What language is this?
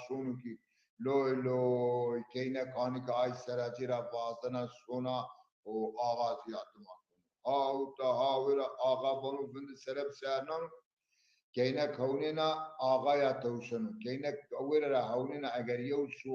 Zaza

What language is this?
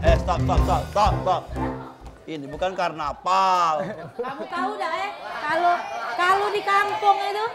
Musi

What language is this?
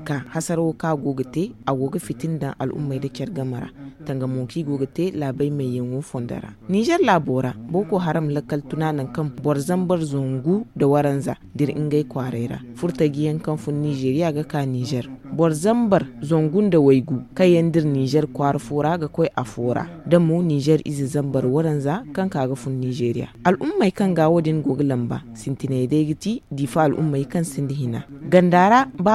Zarma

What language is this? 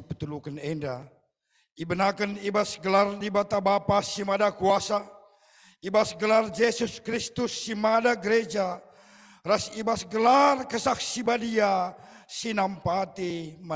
Batak Karo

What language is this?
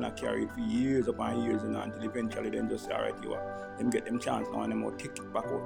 Jamaican Creole English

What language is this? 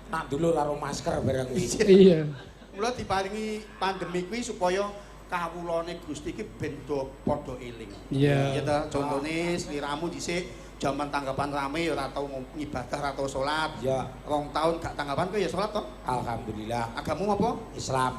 Javanese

